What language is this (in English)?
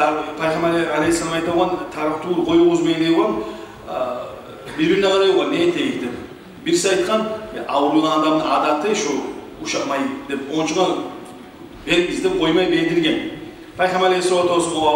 Kumyk